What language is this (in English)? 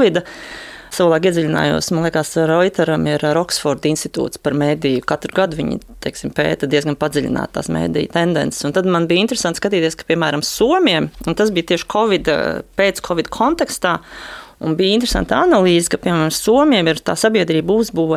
Latvian